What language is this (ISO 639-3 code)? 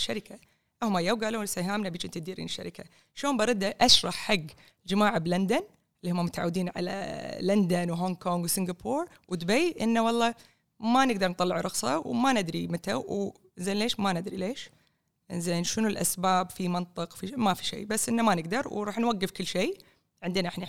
afb